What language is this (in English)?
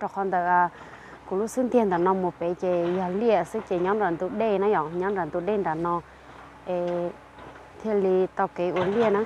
Hmong